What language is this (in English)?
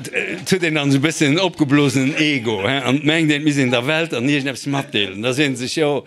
Luxembourgish